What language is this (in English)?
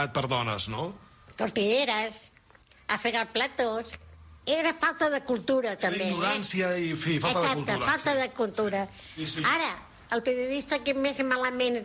Catalan